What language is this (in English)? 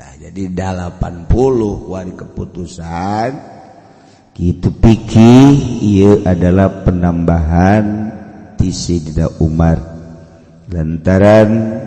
Sundanese